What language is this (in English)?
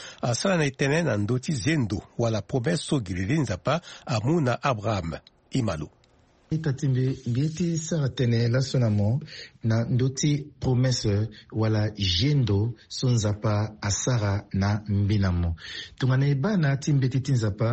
Sango